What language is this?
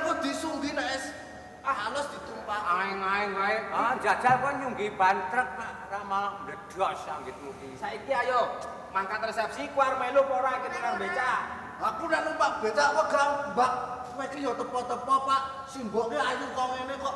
Javanese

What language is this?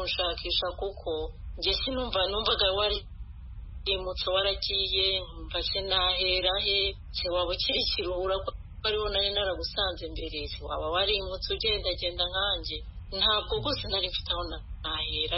Kinyarwanda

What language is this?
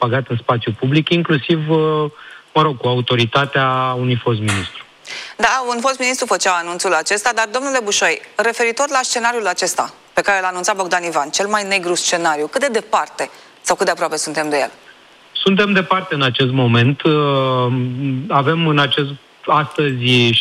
Romanian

